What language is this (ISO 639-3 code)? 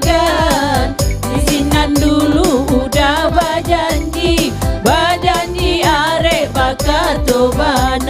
min